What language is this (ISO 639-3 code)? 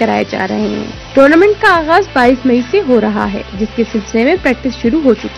urd